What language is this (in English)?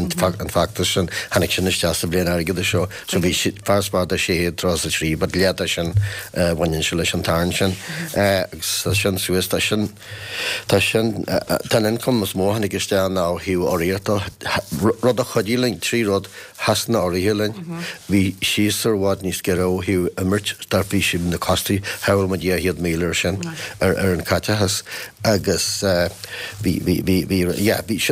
Irish